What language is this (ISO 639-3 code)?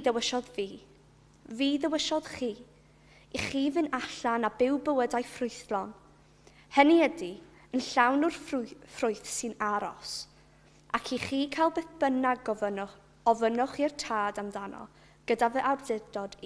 cym